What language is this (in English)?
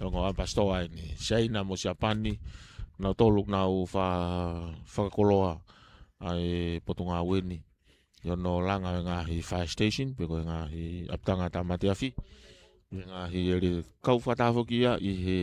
Tongan